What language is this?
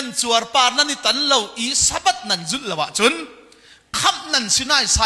Hakha Chin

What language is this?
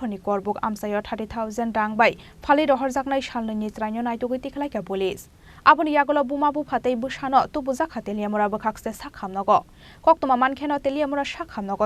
Kok Borok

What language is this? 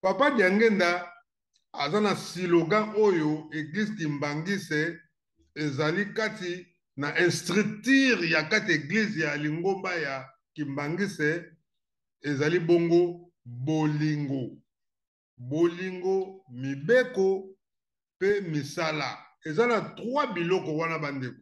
Lingala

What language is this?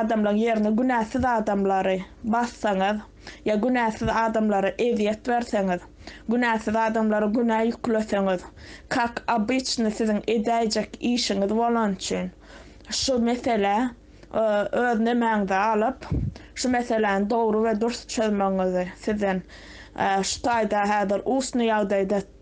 Turkmen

